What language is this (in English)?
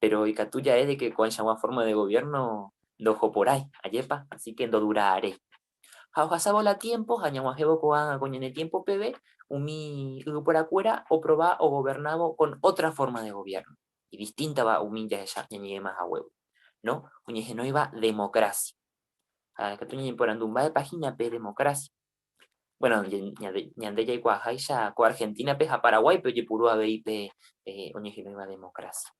Guarani